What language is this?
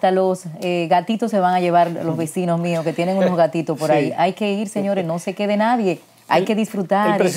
Spanish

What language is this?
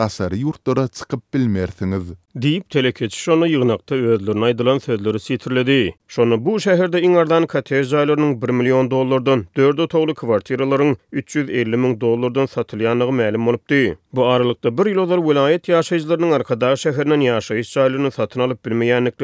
Turkmen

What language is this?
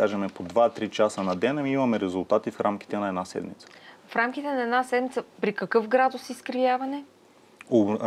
Bulgarian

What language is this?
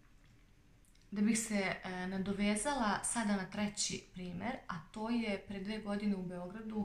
Serbian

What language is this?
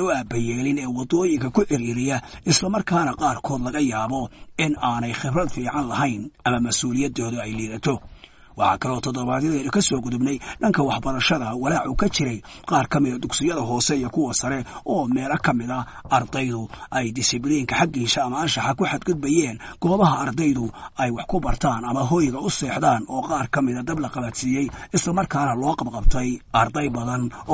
Somali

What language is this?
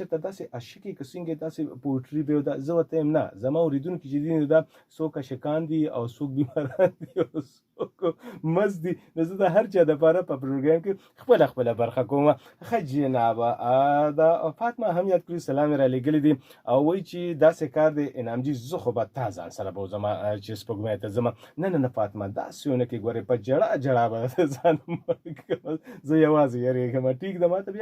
Pashto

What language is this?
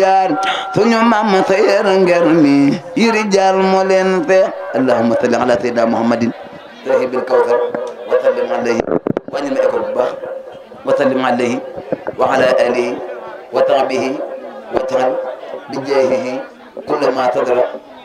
Wolof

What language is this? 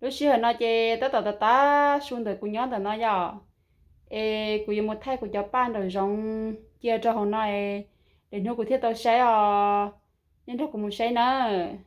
Hmong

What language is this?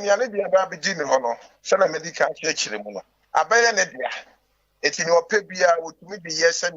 Akan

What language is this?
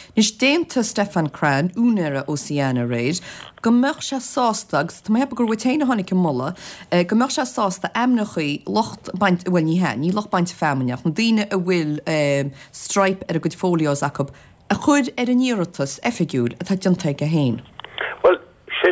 Irish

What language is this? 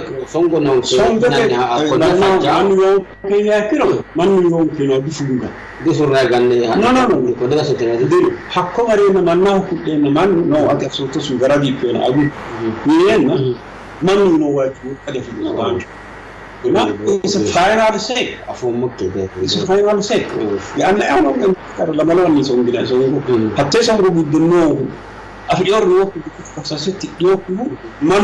Sidamo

